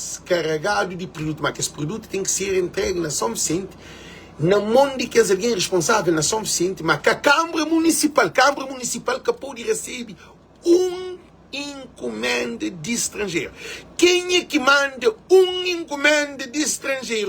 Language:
Kabuverdianu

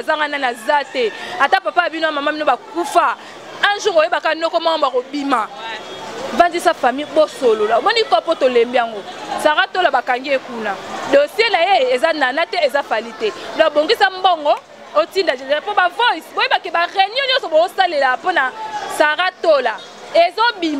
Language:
Lingala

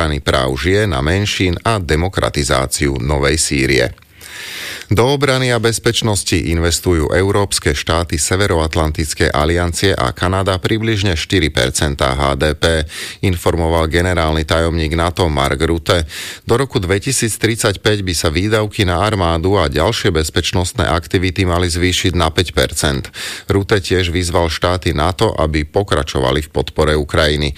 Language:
Slovak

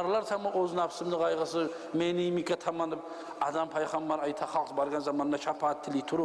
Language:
Kumyk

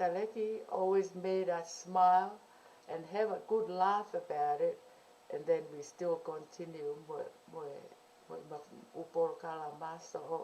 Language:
Tongan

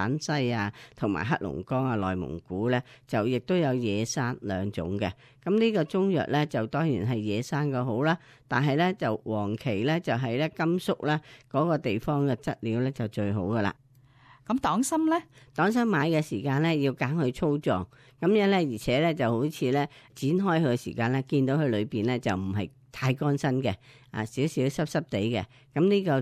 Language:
Cantonese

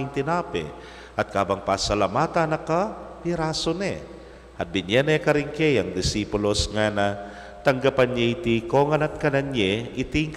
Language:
Pampanga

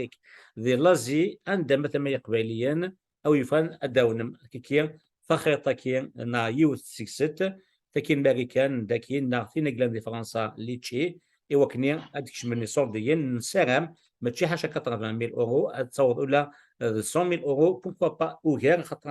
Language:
Kabyle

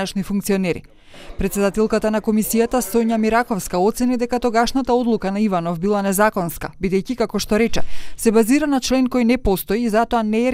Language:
Macedonian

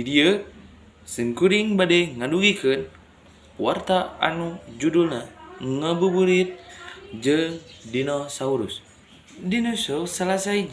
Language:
Sundanese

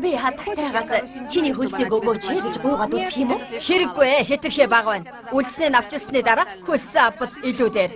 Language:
Mongolian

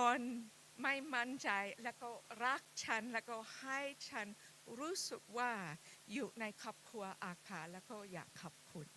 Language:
Akha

